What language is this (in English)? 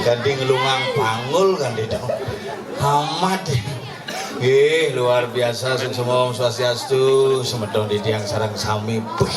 Balinese